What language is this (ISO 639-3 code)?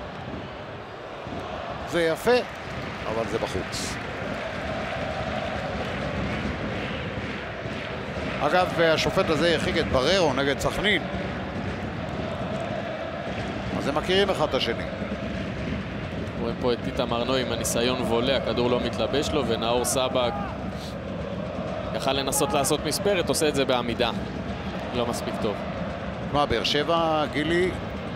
heb